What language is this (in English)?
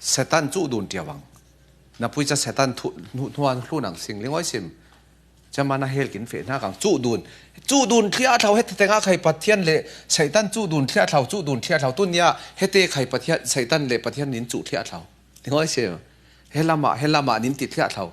Falam Chin